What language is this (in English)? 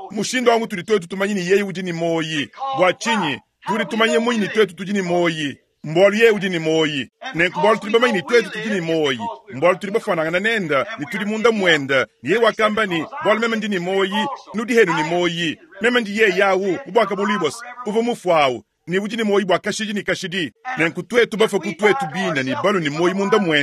Luba-Lulua